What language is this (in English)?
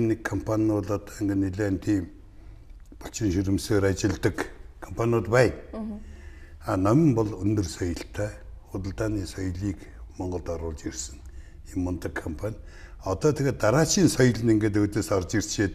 Mongolian